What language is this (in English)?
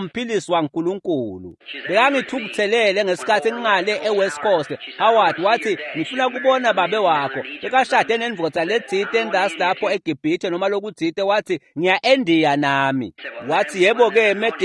Swati